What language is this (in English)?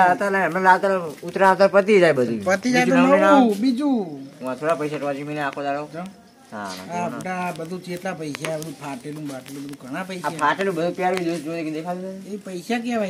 Gujarati